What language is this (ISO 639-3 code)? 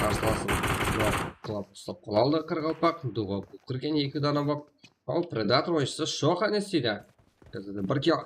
kaa